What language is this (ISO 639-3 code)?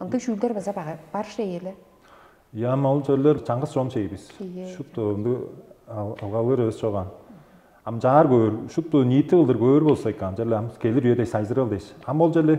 tyv